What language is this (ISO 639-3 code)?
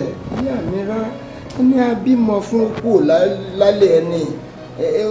yor